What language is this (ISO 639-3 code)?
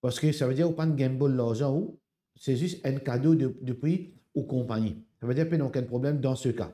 mfe